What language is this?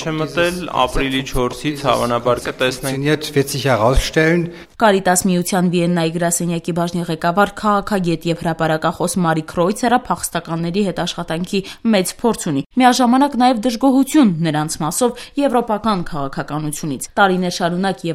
Armenian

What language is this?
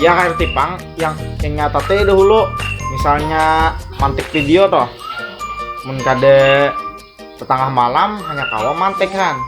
Banjar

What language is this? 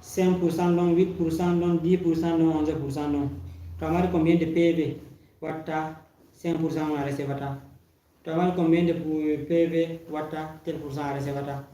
Fula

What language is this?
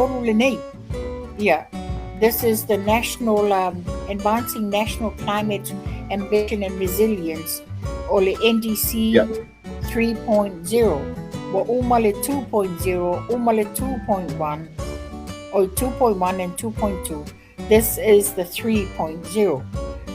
Samoan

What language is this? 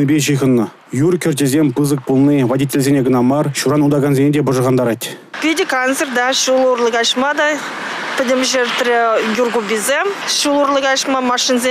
Chuvash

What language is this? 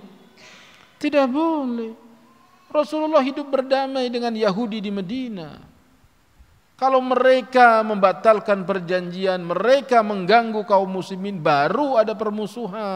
Indonesian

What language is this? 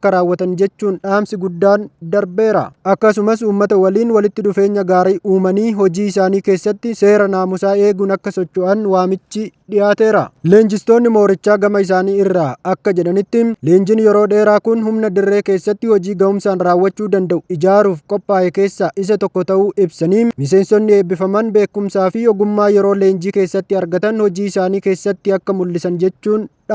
Oromo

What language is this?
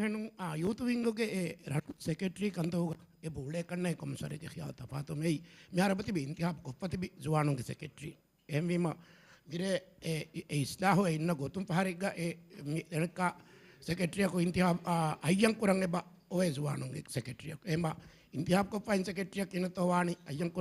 Divehi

